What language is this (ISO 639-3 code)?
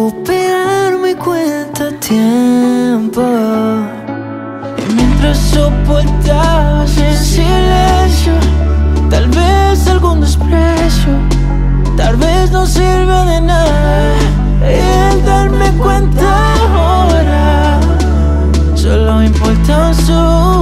spa